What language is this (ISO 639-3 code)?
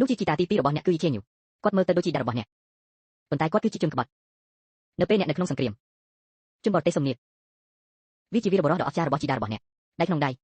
khm